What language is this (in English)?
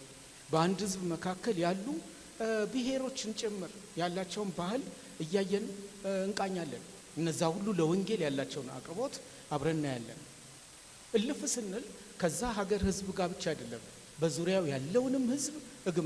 Amharic